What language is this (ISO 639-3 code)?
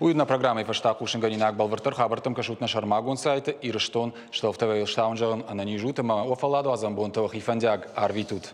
oss